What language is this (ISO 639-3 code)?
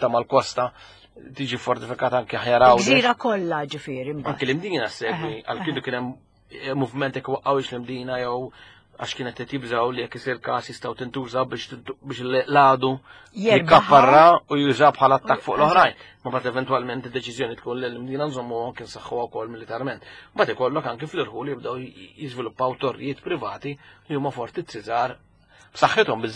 mlt